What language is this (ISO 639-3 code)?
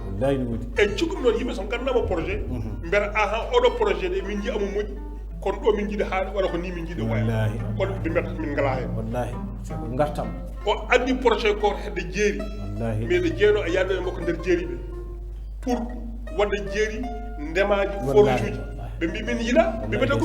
ful